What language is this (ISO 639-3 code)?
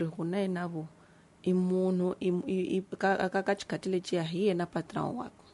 tso